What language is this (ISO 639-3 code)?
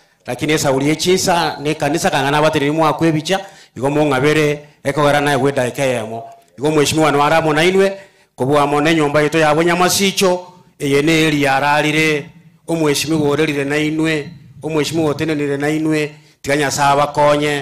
guz